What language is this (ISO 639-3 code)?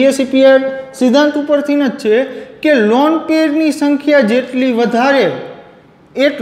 guj